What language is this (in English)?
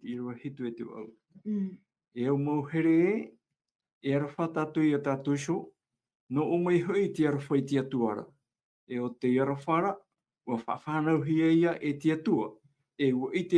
Tahitian